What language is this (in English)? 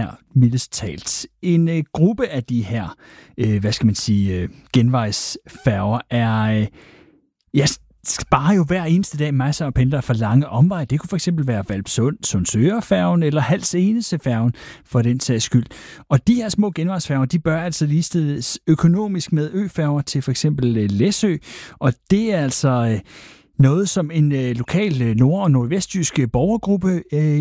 Danish